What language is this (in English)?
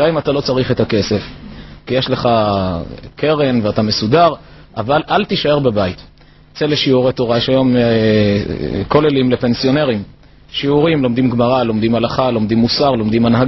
Hebrew